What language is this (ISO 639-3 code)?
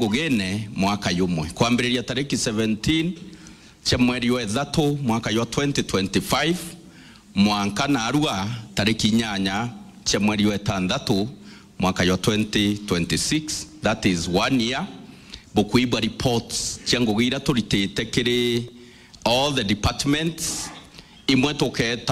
mer